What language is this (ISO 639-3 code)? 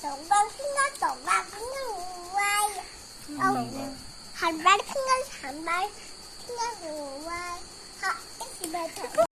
trp